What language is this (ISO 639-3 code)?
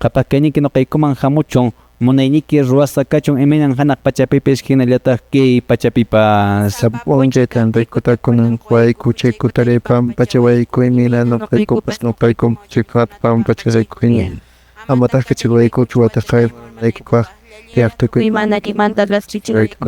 que